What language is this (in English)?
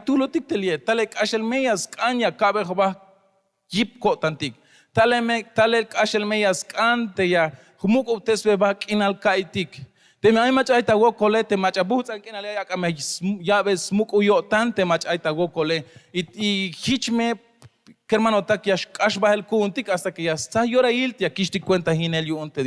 Tzeltal